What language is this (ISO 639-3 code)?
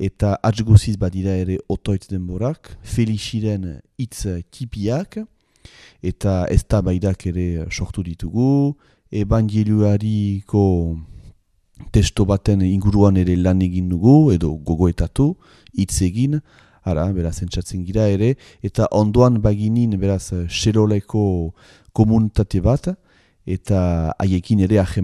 eus